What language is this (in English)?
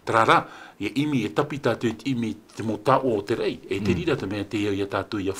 Tahitian